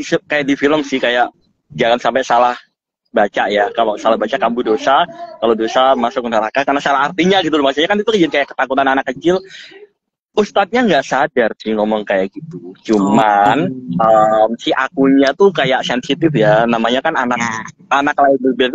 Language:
Indonesian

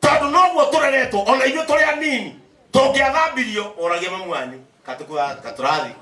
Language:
Kikuyu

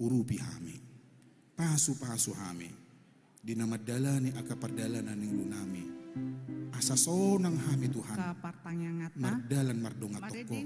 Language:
Batak Toba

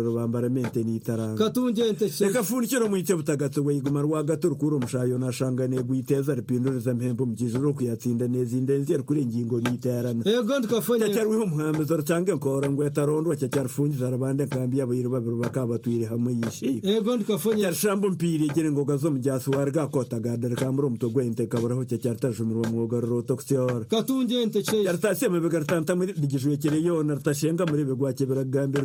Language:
Kinyarwanda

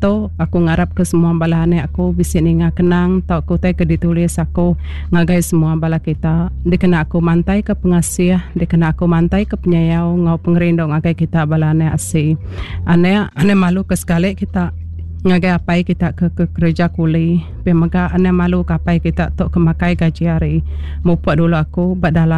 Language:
Iban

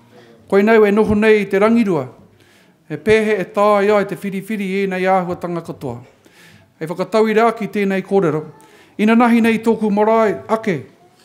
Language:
Māori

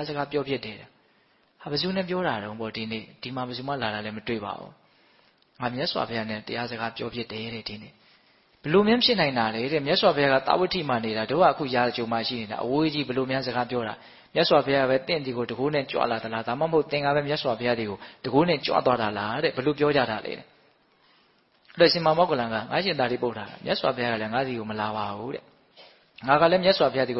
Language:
Burmese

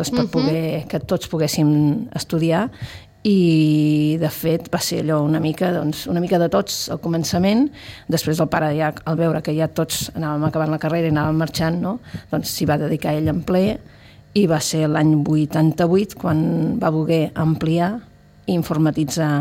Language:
Catalan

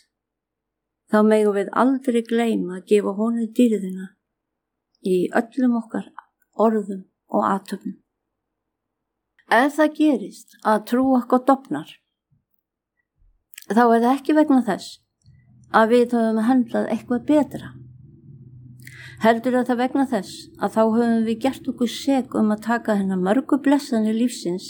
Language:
Icelandic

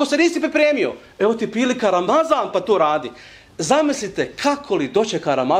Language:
Bosnian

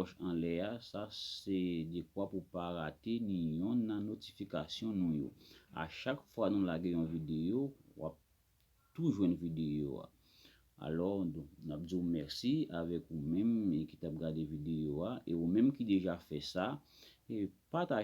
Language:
Haitian Creole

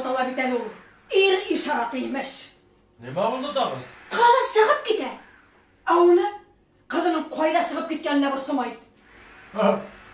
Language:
Bashkir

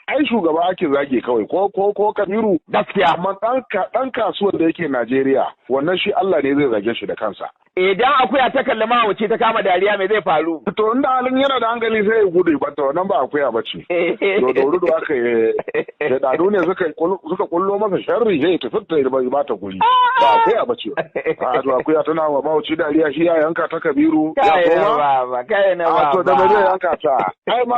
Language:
Hausa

